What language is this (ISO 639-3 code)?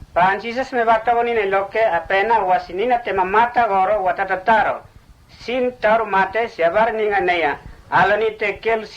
mtt